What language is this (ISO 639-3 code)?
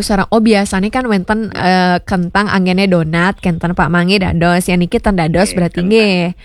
ban